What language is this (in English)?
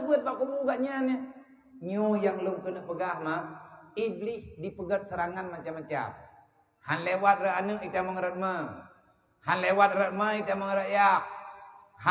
Achinese